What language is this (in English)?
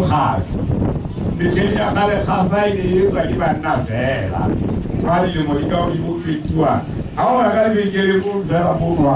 Southern Sotho